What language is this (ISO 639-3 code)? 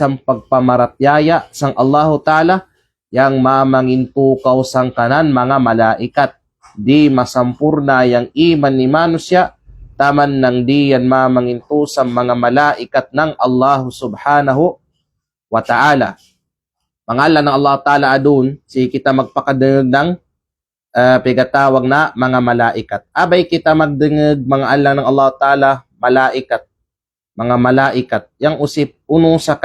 kqe